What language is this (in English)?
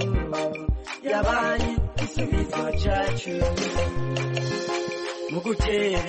Kinyarwanda